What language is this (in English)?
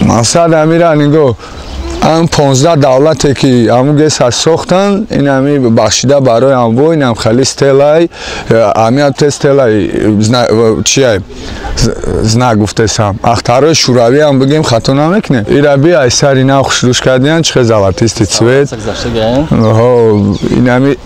Tajik